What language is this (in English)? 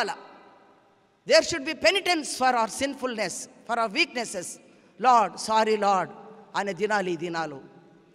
Telugu